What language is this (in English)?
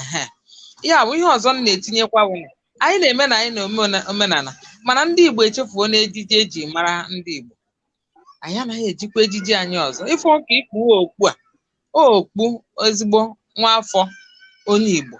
Igbo